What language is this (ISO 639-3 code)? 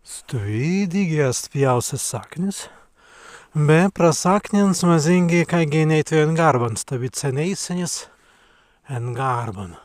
prg